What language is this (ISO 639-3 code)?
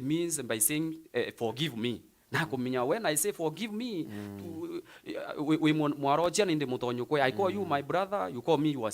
mer